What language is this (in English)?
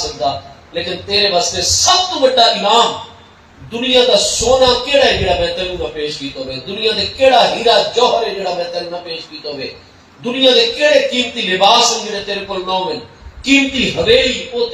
Saraiki